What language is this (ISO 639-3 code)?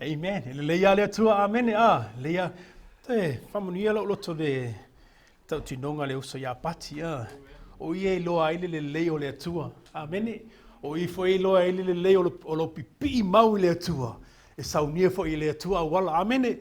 smo